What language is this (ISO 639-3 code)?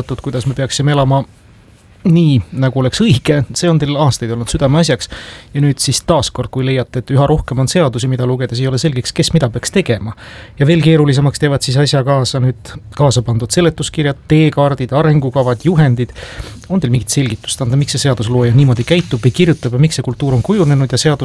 est